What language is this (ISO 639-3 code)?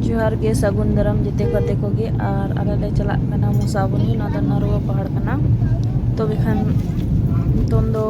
sat